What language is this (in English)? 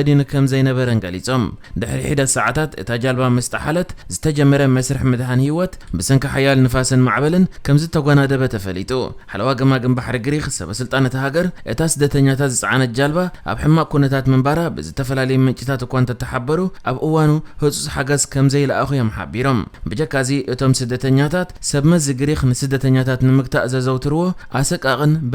Tigrinya